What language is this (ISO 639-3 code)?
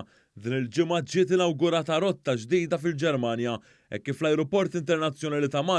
mlt